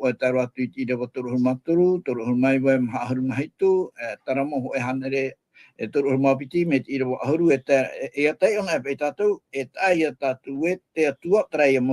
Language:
Tahitian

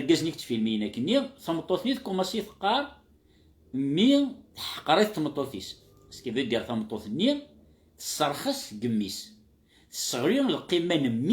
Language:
Kabyle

